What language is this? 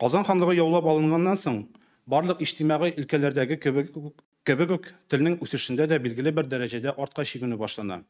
Tatar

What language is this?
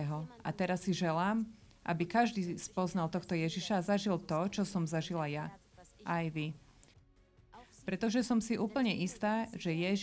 Slovak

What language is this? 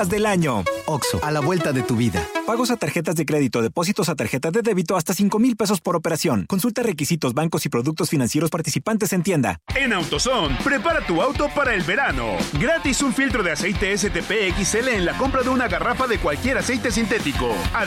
Spanish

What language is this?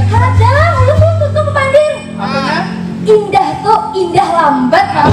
Banjar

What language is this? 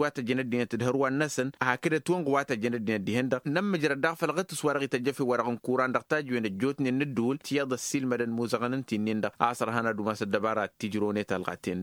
Tamasheq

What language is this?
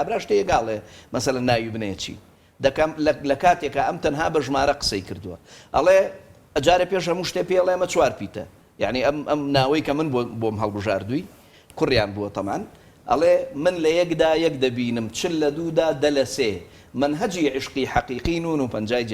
Central Kurdish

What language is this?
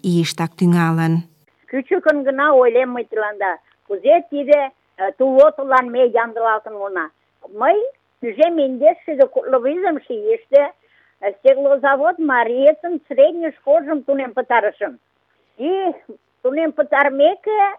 Mari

